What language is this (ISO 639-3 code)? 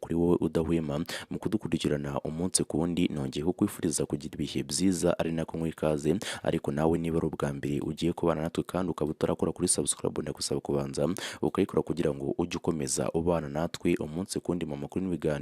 kin